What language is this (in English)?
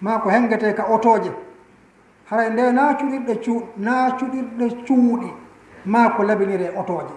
Fula